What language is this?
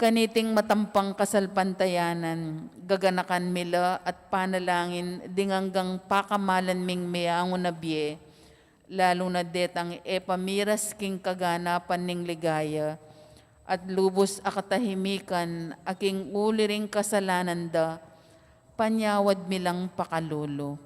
Pampanga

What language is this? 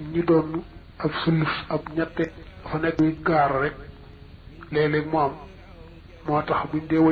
Wolof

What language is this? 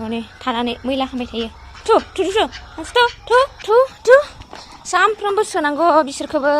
Bodo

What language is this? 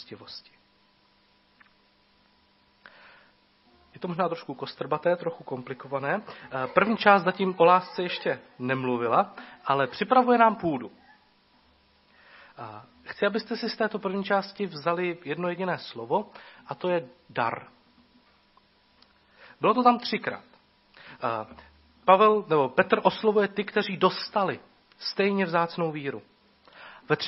Czech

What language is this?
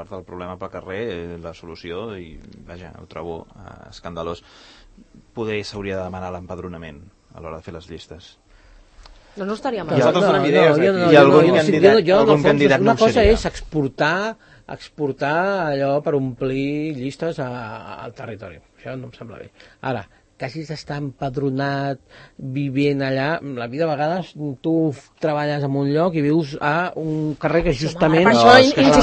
Catalan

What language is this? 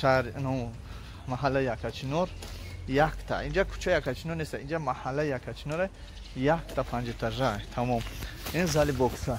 Tajik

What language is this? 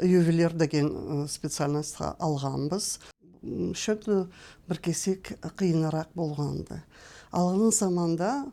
Karachay-Balkar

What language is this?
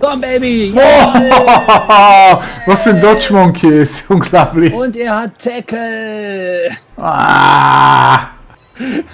Swiss German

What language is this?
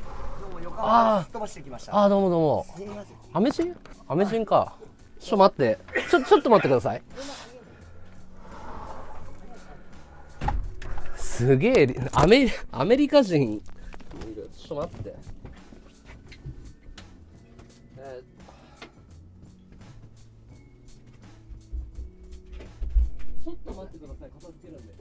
Japanese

